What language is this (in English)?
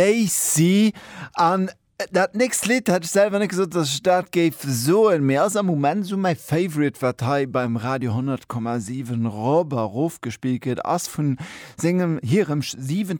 Luxembourgish